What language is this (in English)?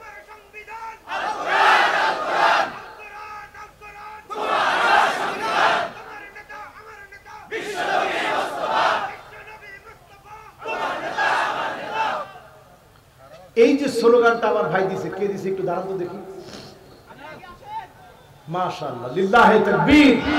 Bangla